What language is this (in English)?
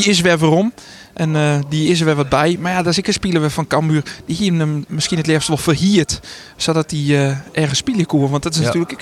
Western Frisian